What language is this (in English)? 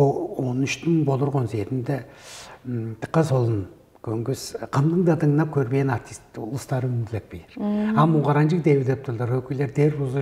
Tuvinian